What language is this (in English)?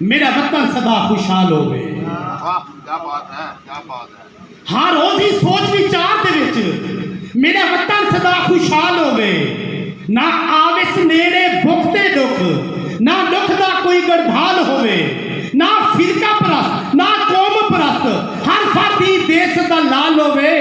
Saraiki